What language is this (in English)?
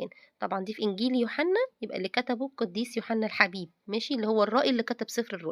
Egyptian Arabic